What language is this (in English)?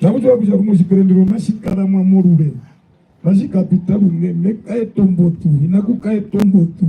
Herero